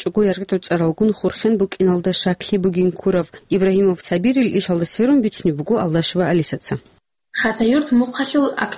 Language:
Avaric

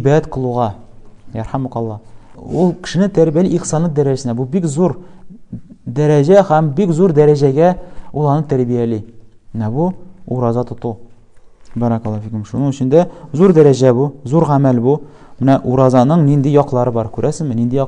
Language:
Tatar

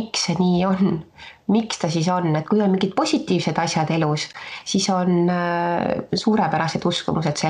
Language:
Estonian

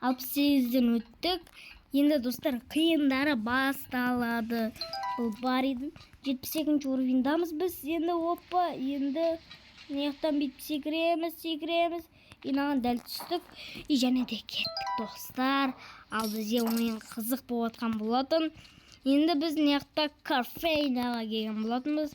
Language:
Kazakh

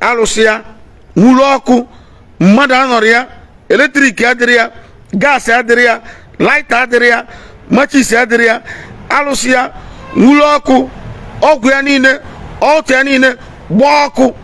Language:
Igbo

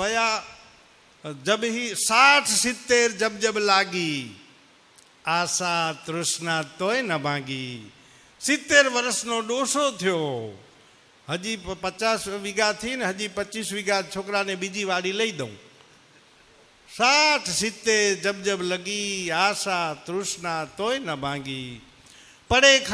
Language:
Gujarati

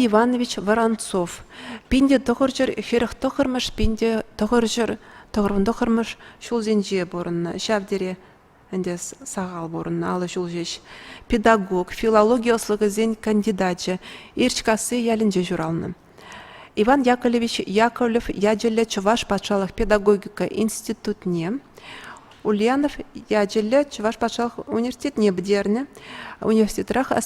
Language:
Chuvash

